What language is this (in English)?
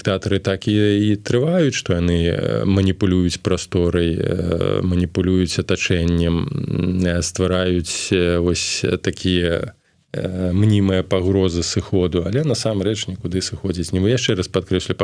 Belarusian